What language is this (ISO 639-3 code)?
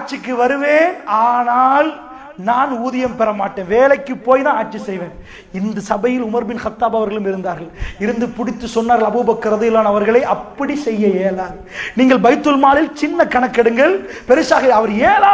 tam